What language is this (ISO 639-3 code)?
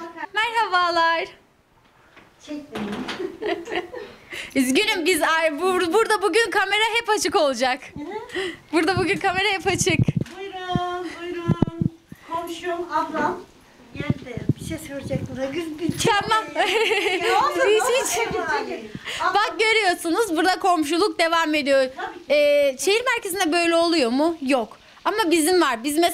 tur